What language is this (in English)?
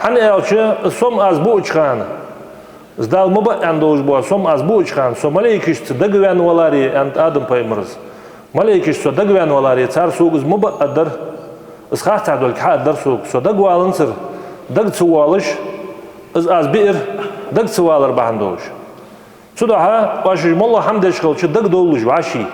Ingush